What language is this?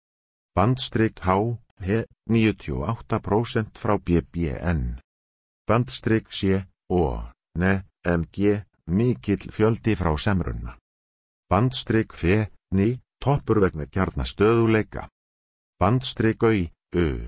Icelandic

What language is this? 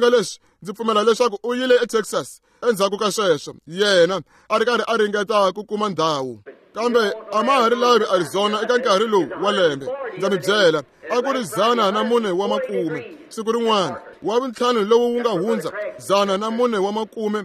Tsonga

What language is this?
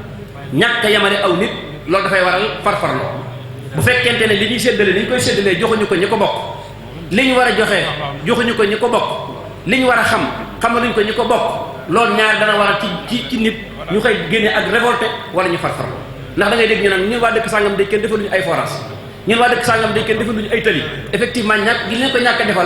Wolof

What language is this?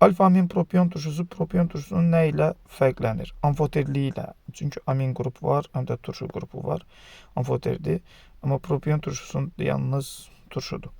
Azerbaijani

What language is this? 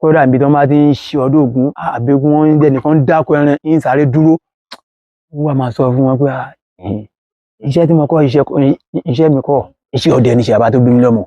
Yoruba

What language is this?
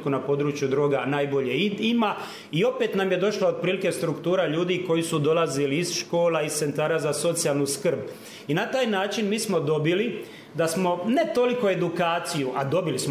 Croatian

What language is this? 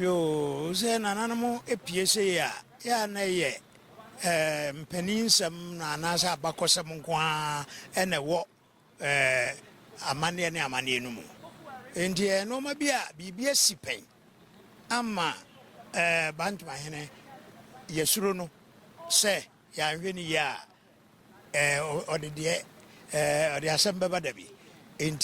Akan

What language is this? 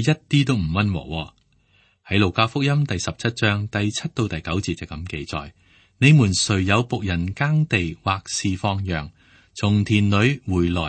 Cantonese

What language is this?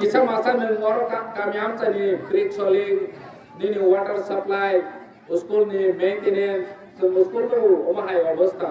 Kok Borok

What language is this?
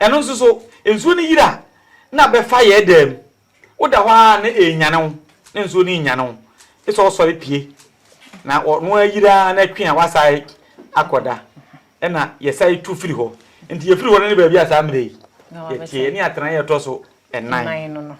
Akan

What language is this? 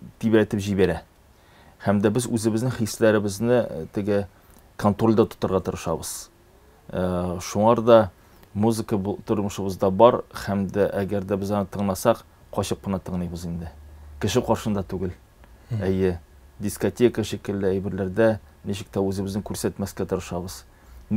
Tatar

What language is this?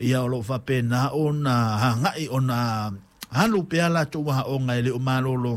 Samoan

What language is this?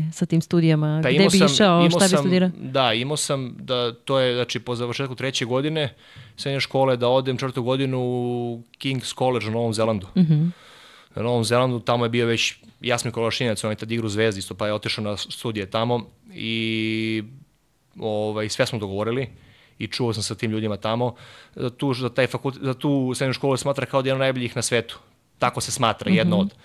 Serbian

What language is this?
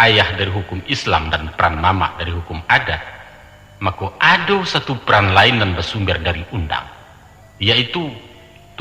Minangkabau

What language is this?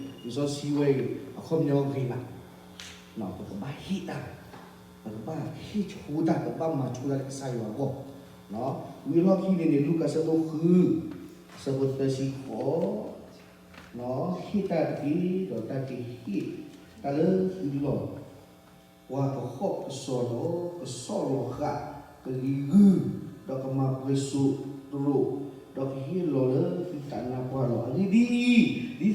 S'gaw Karen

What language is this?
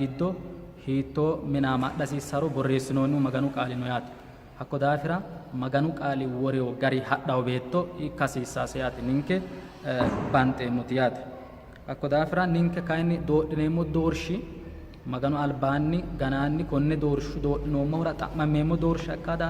Sidamo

